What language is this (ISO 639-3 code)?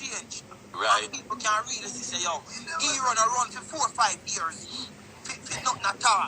jam